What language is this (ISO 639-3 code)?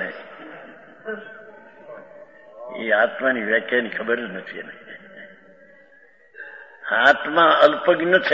guj